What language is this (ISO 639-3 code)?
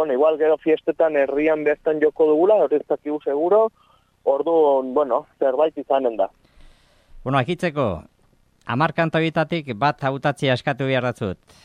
eus